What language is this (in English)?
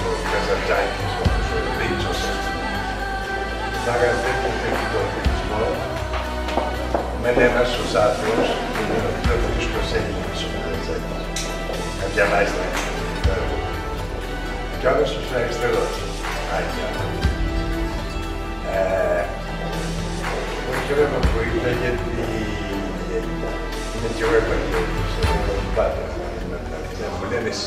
Greek